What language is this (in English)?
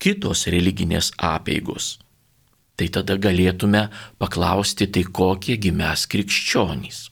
Lithuanian